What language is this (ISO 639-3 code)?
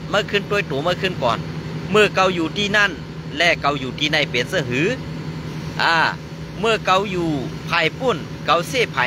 shn